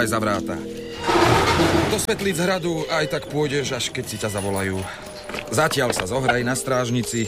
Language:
Slovak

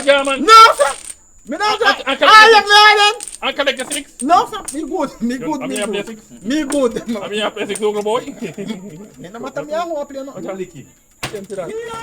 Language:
Jamaican Creole English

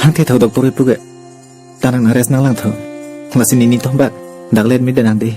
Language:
Karbi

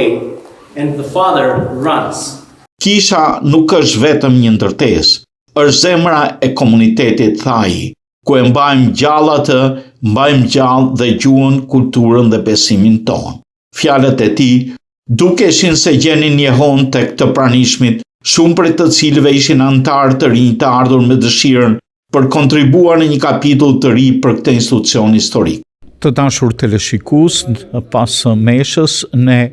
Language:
Albanian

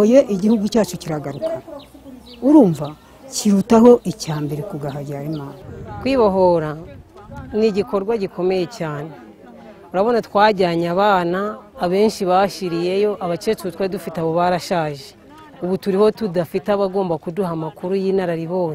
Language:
Kinyarwanda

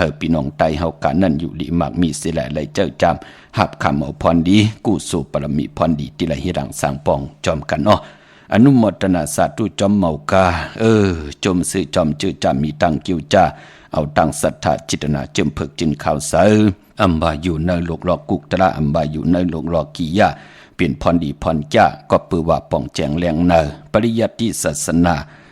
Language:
Shan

